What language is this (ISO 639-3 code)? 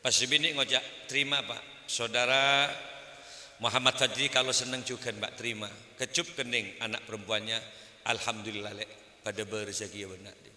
mad